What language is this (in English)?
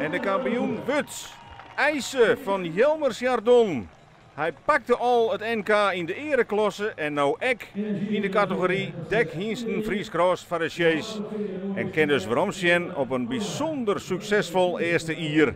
Western Frisian